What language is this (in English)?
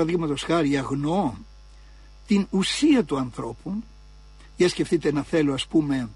Greek